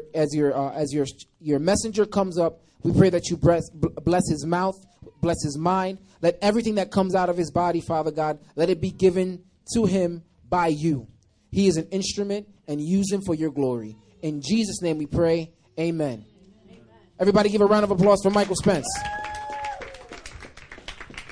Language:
English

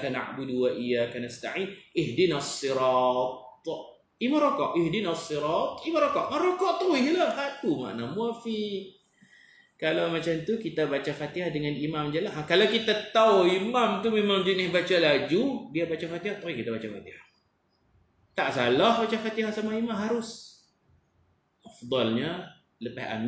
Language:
Malay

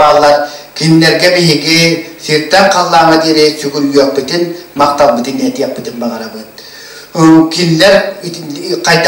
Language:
Yakut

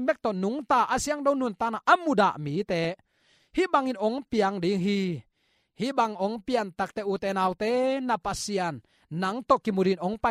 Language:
Tedim Chin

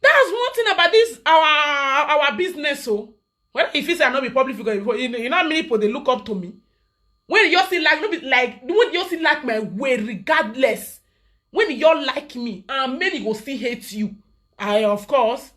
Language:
Nigerian Pidgin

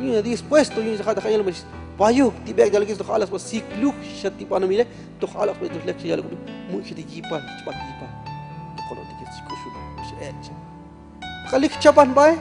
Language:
Tzotzil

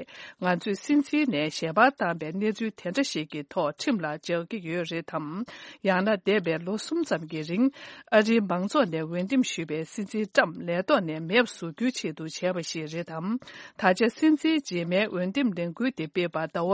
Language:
Tibetan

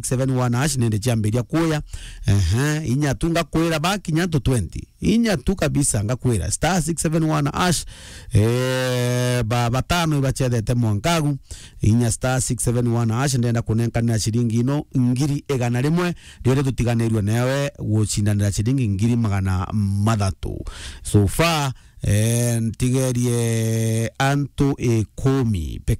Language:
Meru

